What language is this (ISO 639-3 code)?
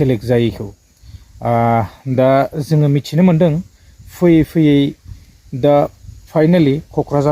brx